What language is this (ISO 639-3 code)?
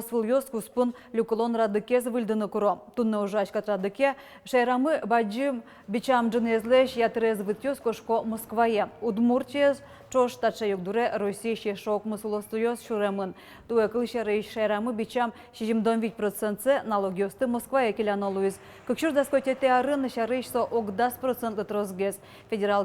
udm